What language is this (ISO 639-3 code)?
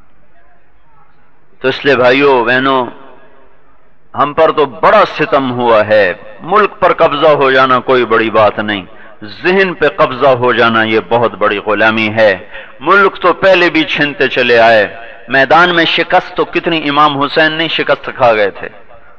urd